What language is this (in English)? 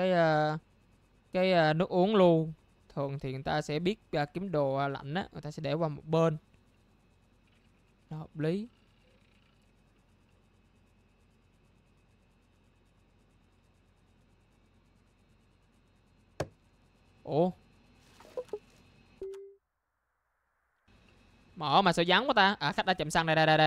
Vietnamese